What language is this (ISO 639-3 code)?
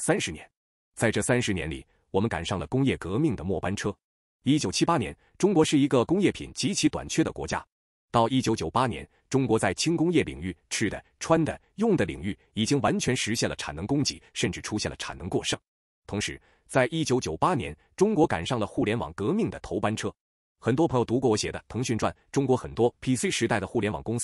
zho